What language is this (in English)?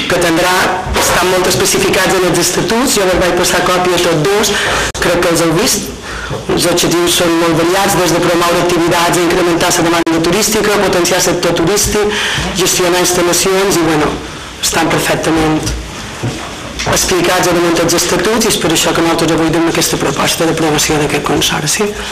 Catalan